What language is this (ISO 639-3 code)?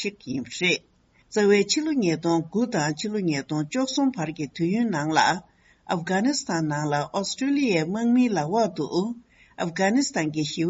bod